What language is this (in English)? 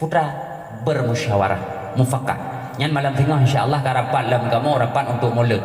Achinese